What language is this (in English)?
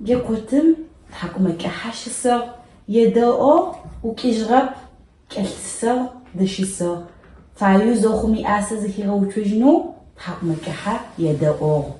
Adyghe